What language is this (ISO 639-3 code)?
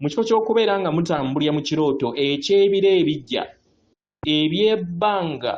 lug